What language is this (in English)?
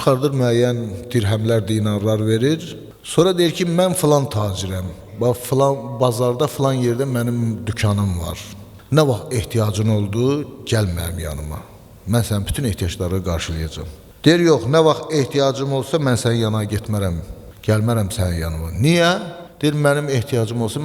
Azerbaijani